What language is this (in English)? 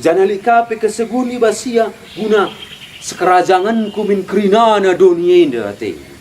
Batak Karo